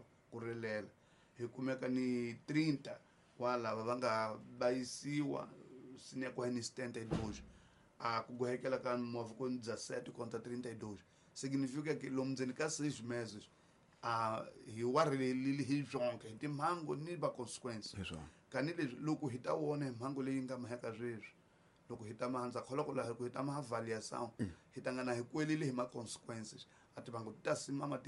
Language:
Tsonga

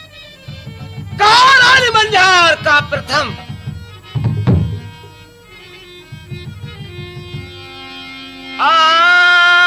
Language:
Haryanvi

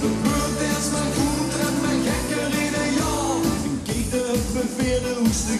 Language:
Limburgish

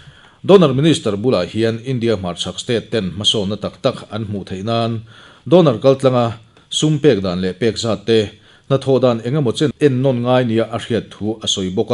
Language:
Mizo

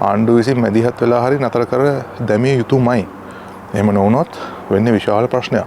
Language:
Sinhala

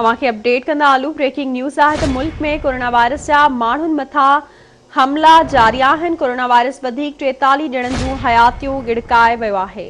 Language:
Sindhi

